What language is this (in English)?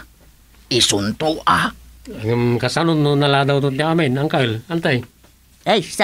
Iloko